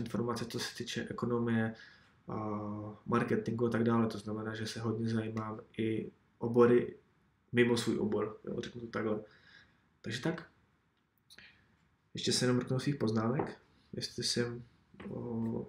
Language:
Czech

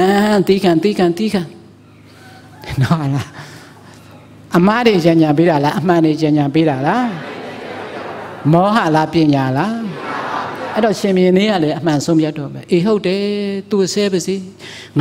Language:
Burmese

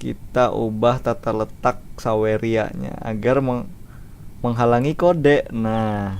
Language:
Banjar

